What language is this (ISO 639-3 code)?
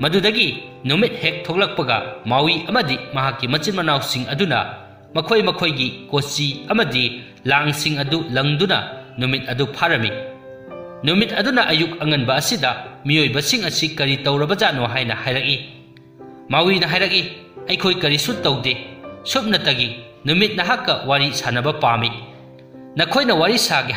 mni